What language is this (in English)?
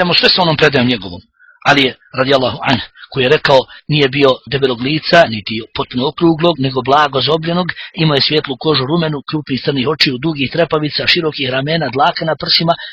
Bosnian